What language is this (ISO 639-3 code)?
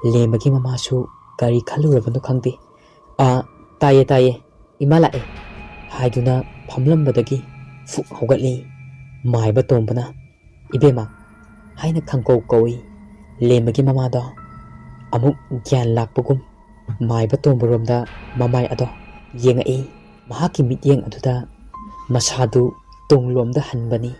mni